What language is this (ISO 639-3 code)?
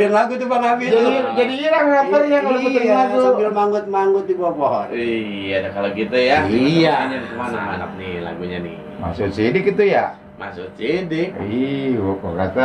bew